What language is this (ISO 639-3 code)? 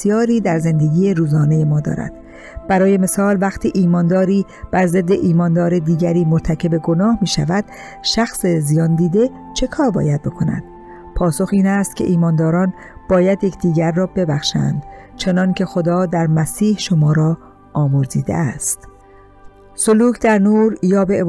fas